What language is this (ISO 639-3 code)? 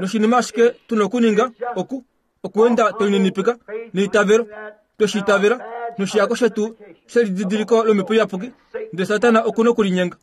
kua